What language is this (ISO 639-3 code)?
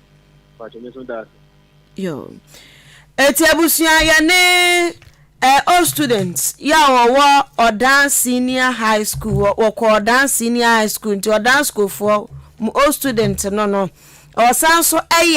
aka